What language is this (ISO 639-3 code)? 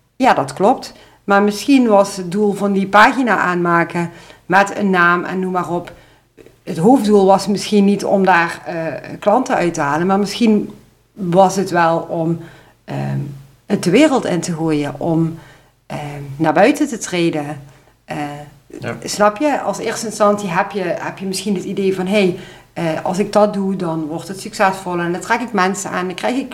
nld